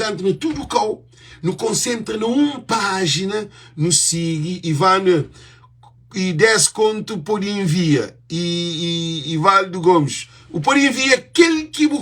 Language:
Kabuverdianu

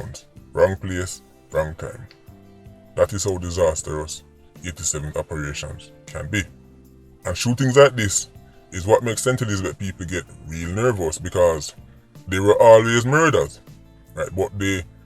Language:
Jamaican Creole English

